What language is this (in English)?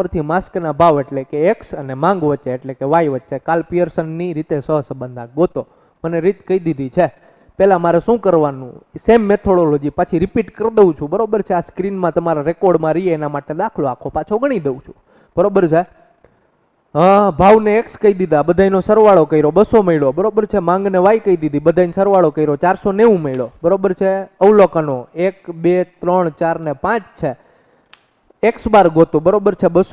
Gujarati